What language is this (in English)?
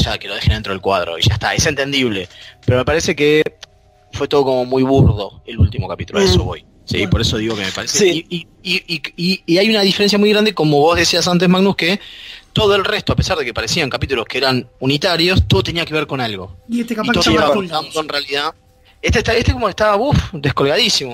Spanish